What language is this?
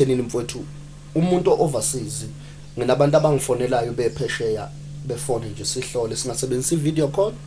Zulu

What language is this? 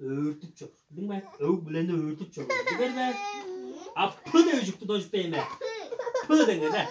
Tuvinian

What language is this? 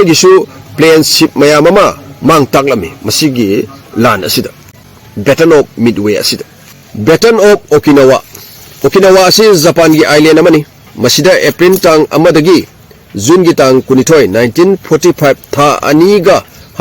Manipuri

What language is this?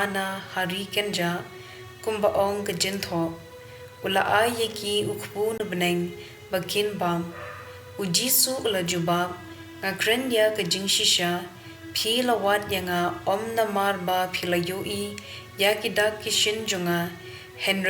Khasi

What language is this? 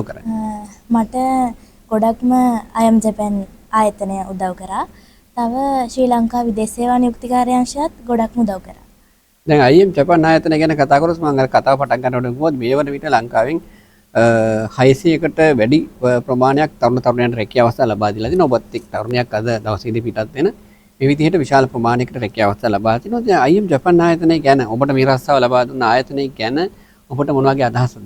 Sinhala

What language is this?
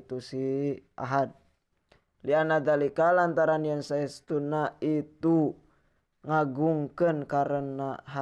Sundanese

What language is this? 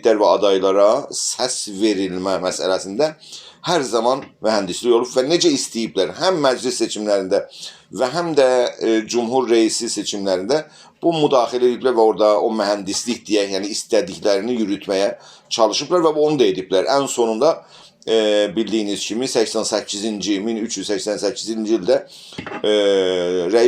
South Azerbaijani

